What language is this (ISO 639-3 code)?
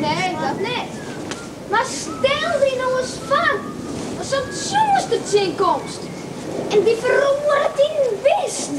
fry